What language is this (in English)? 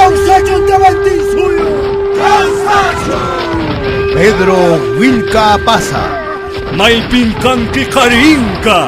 Quechua